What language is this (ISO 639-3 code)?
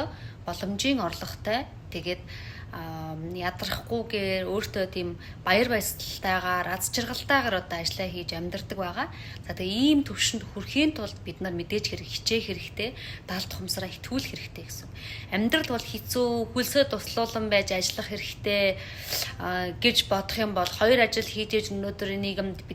mon